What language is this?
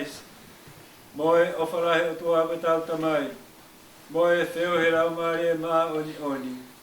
Tongan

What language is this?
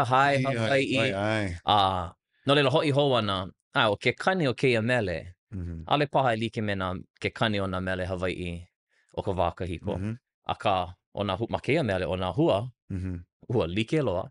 Hawaiian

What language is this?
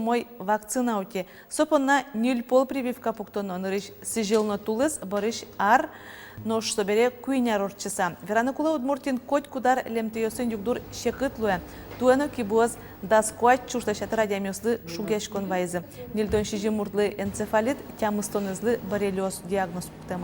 Udmurt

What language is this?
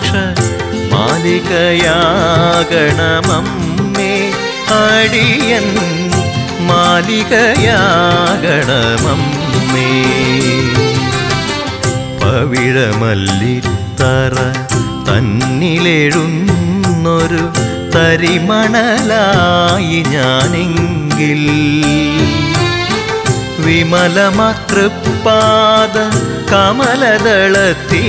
Malayalam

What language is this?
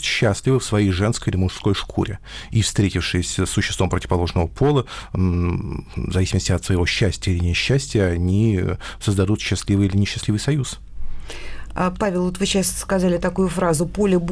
Russian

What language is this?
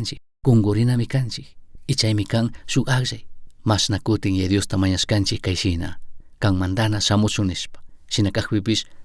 Chimborazo Highland Quichua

